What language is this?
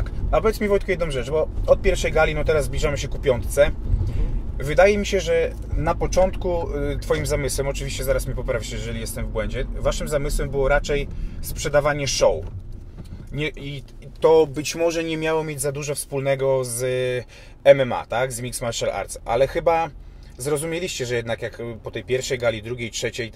Polish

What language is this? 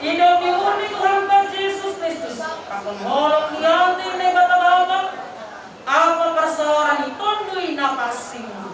Batak Simalungun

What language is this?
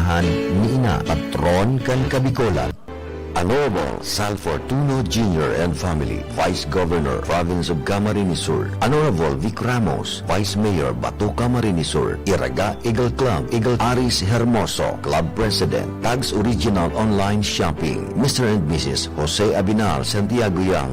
Bikol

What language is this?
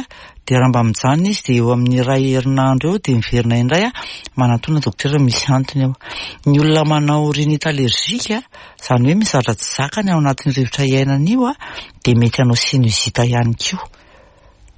Malagasy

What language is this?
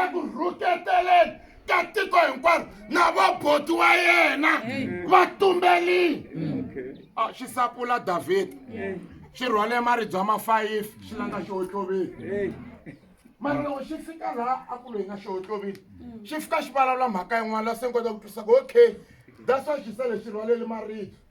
Tsonga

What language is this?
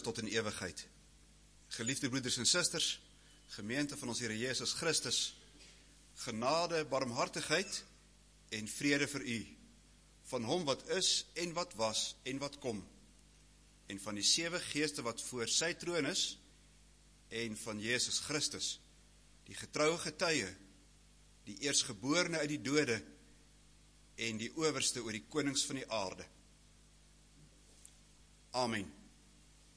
Afrikaans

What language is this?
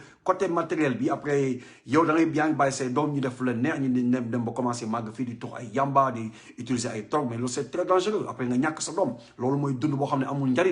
Wolof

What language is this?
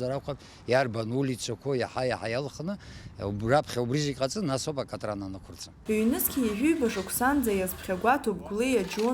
Abkhazian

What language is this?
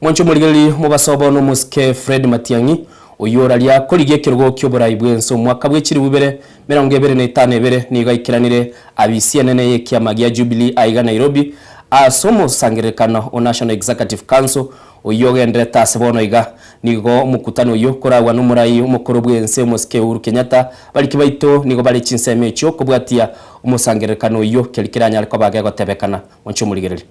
Gusii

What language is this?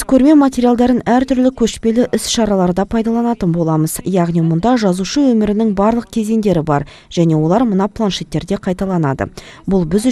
Kazakh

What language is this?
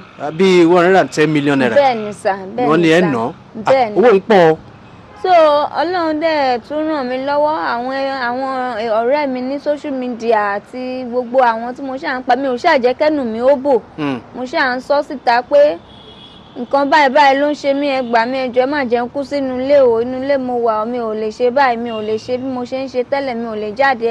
Yoruba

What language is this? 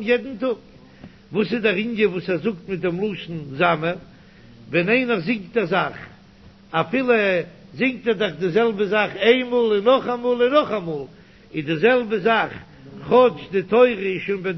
Yiddish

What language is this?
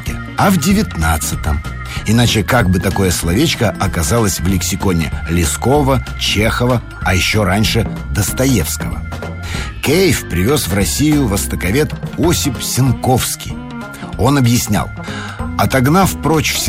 Russian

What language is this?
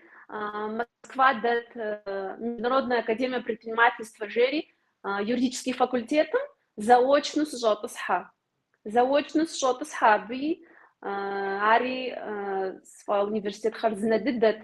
Kabardian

